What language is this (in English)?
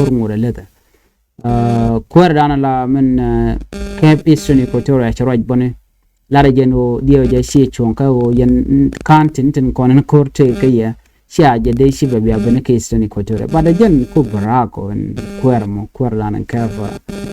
Nuer